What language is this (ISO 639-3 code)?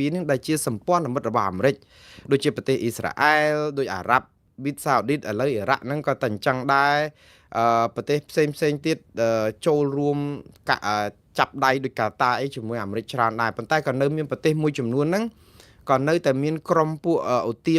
khm